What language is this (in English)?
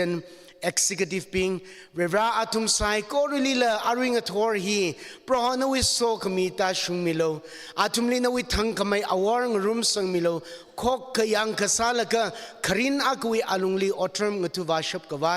Tangkhul Naga (India)